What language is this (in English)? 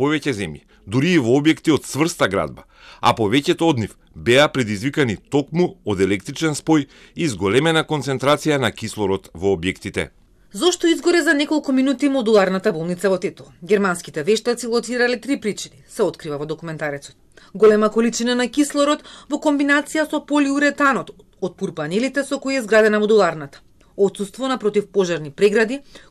Macedonian